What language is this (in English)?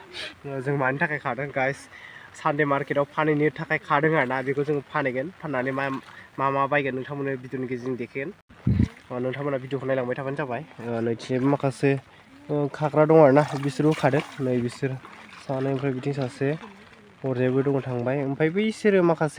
Bodo